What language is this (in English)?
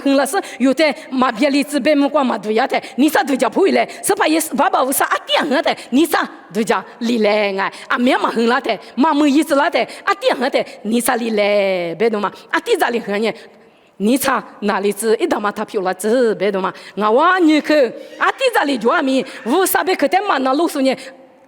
Lisu